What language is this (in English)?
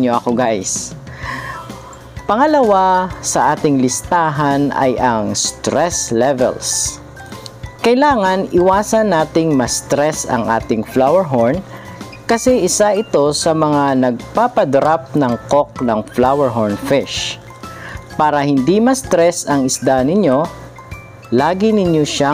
Filipino